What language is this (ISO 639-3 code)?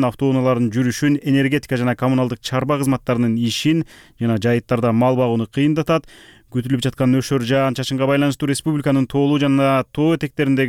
kir